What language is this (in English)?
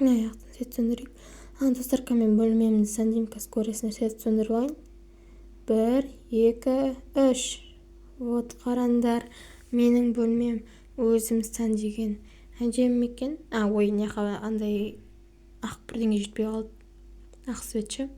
Kazakh